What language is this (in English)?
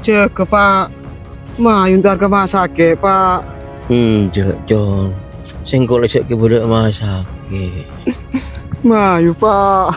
Madurese